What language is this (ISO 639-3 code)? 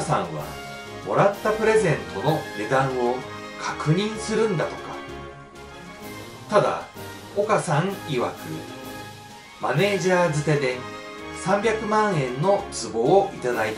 jpn